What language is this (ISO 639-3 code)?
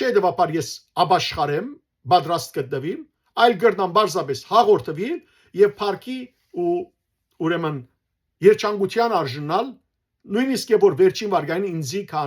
hyw